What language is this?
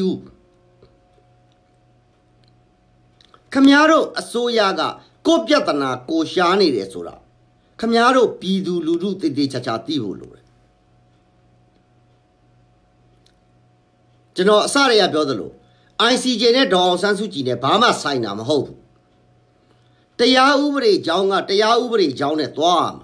Burmese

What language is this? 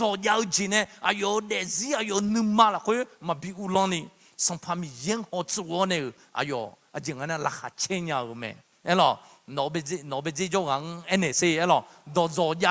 Akha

